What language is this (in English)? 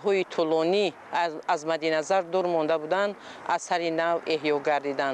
Tajik